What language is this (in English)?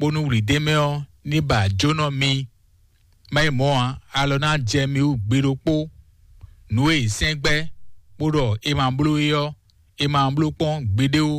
Fon